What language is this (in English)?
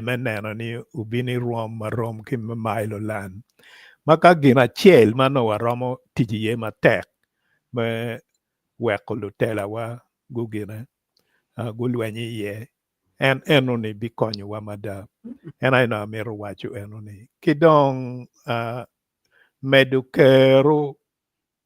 Acoli